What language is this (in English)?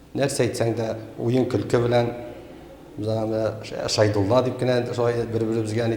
Tatar